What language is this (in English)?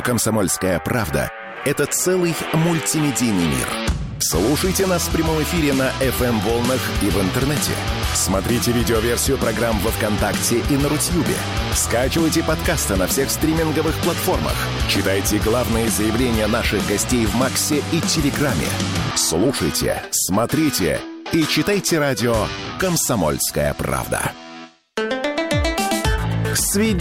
Russian